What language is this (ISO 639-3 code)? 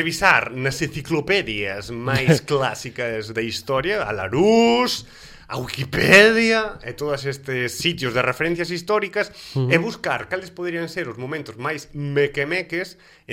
glg